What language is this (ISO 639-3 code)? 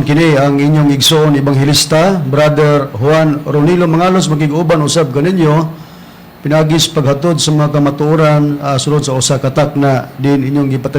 ceb